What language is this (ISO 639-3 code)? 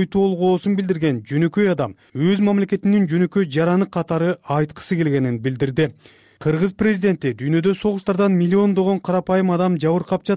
kir